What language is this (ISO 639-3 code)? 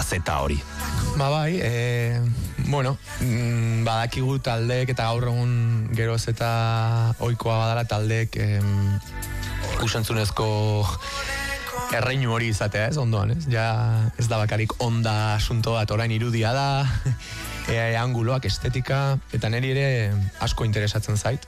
eus